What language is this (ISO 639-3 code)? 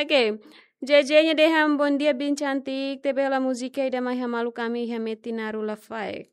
tet